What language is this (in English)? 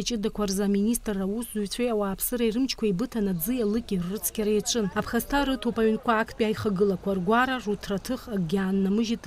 Abkhazian